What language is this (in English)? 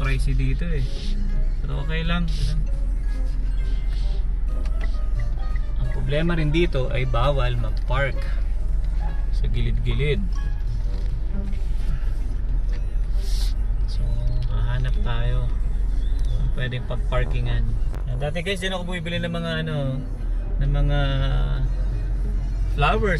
Filipino